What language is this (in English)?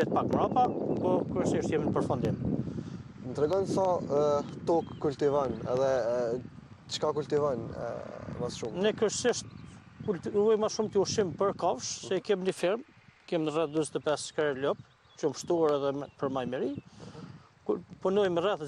Albanian